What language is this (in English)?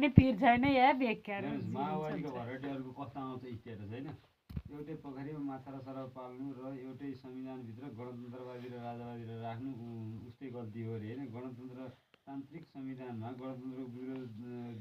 Nepali